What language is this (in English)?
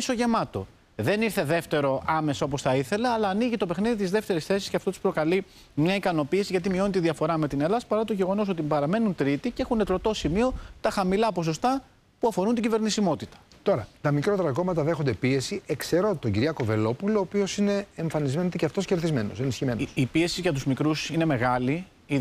Greek